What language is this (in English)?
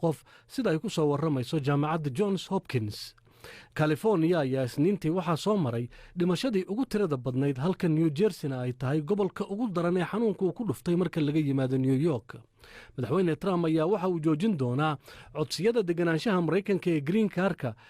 Somali